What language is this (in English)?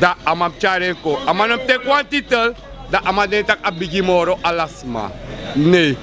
Sranan Tongo